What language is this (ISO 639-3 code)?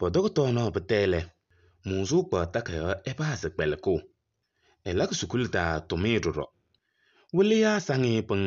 kbp